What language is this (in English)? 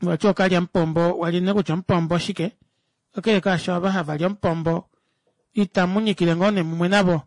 Kuanyama